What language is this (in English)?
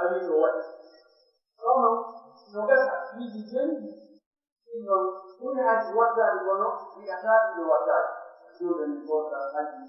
Pular